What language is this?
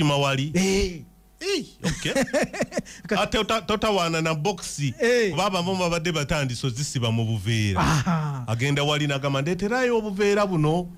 Ganda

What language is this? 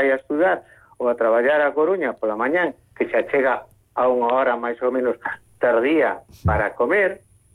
Galician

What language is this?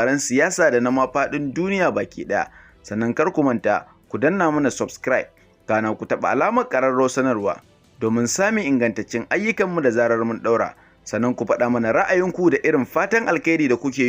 Hausa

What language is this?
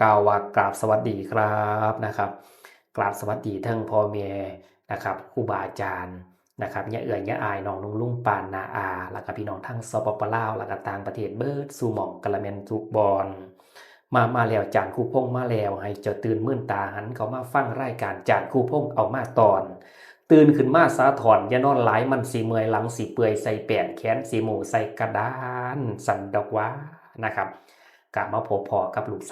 Northeastern Thai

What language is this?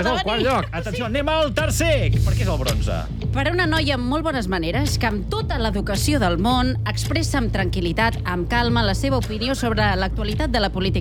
Catalan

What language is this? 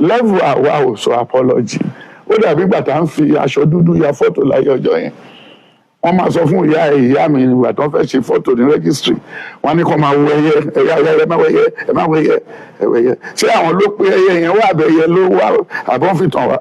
Yoruba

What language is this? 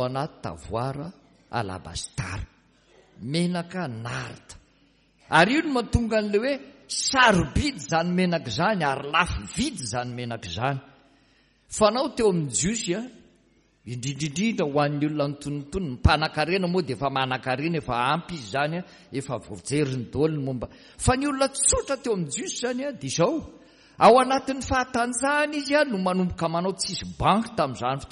Malagasy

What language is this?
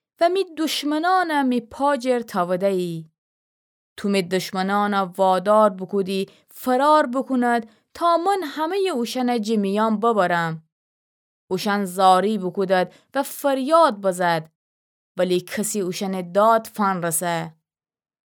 Gilaki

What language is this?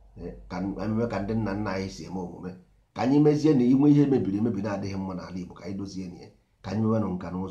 Igbo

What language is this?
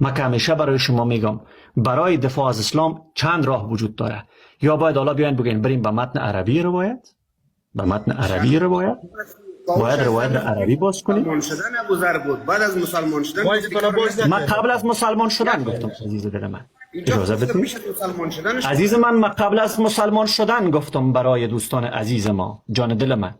Persian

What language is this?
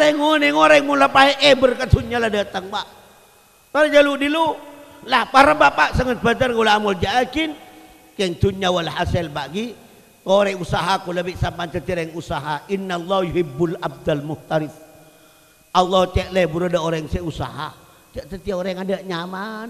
Madurese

